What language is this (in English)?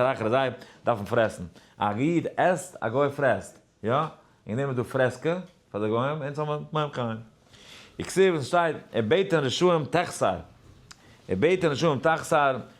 Yiddish